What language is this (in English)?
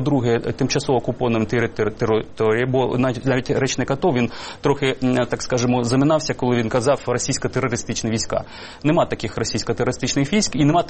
Ukrainian